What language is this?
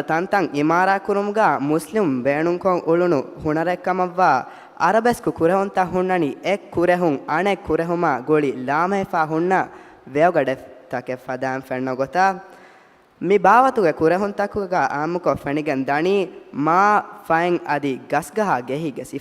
Divehi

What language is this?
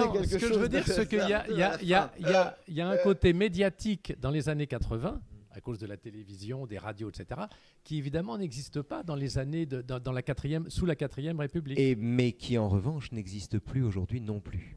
French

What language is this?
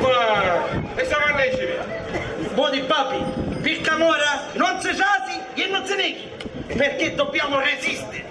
Sicilian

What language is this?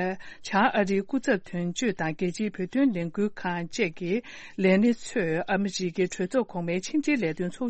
Tibetan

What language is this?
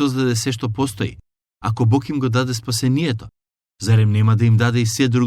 Macedonian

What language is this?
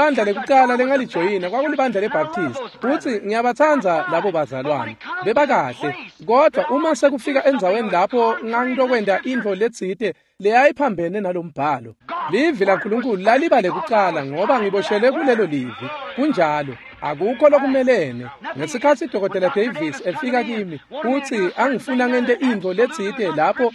Swati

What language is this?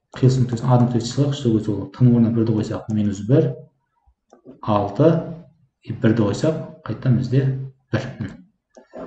Kazakh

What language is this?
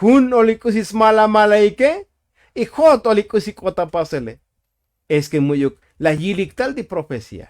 Tzotzil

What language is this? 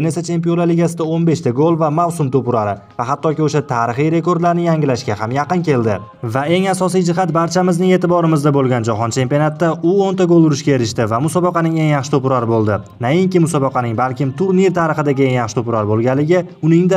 Uzbek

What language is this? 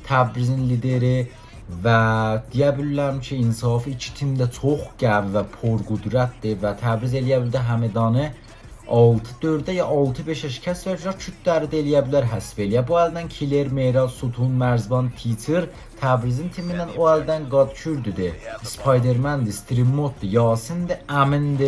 South Azerbaijani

